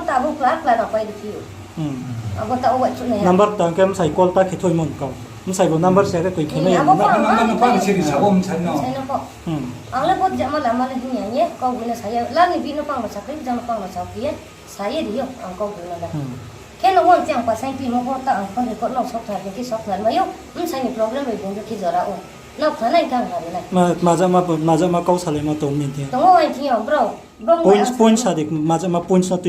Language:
Riang (India)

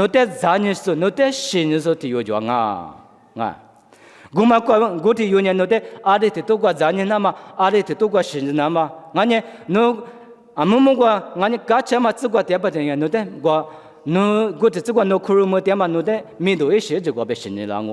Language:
Lisu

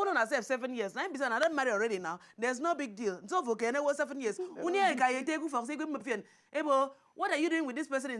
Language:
Nigerian Pidgin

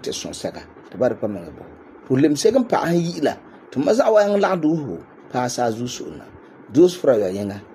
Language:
Frafra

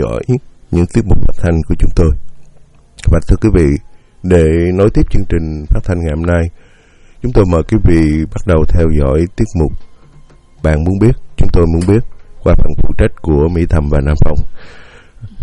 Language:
Vietnamese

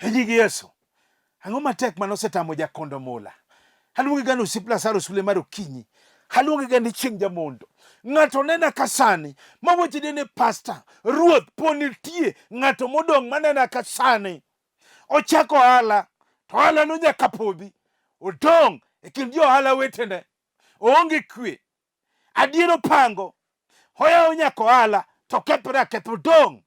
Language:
Luo (Kenya and Tanzania)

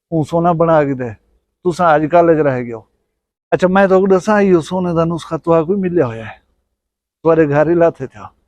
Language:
Saraiki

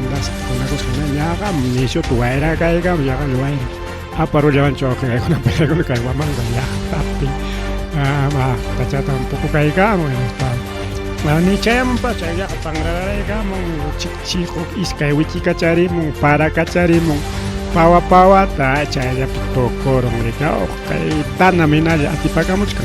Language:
Ayacucho Quechua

